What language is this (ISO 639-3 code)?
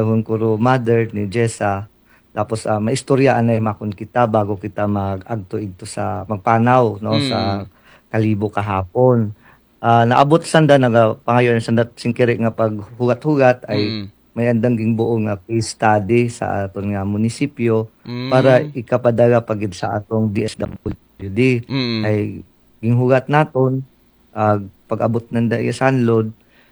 akl